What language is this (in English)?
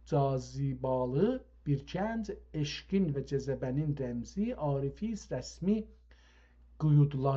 South Azerbaijani